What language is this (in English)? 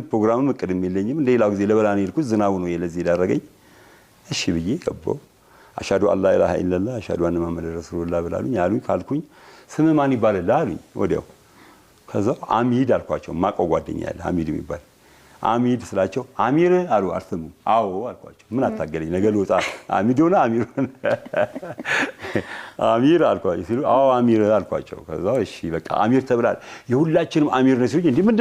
Amharic